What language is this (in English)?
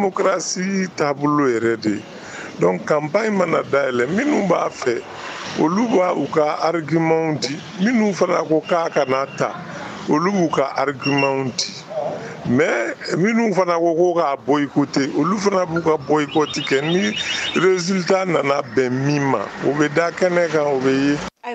Bambara